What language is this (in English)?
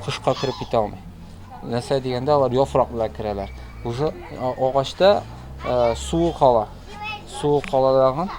Tatar